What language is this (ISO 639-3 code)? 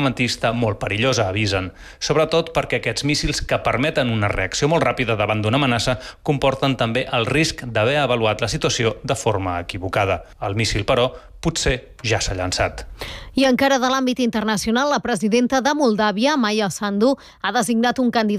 cat